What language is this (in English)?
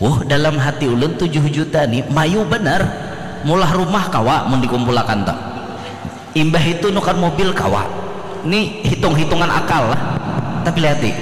Banjar